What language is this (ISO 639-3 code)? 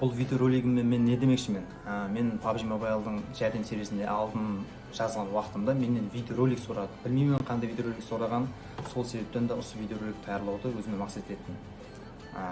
kaa